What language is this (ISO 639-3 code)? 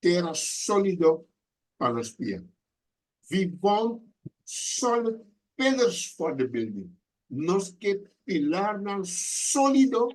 pap